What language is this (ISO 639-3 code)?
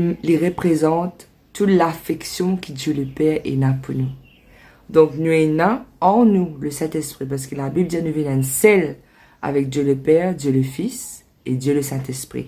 mfe